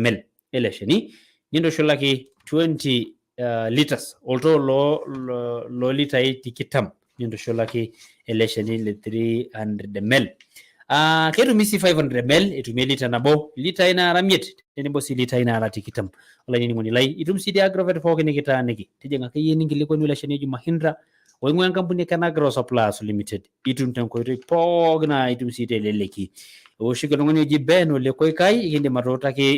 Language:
Masai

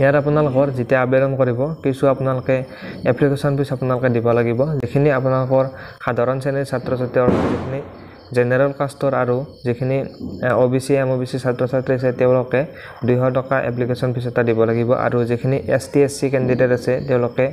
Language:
Assamese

